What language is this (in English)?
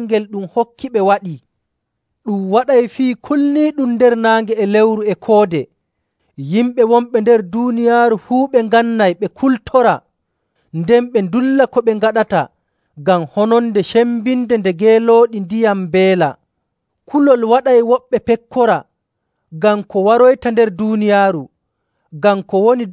Nigerian Fulfulde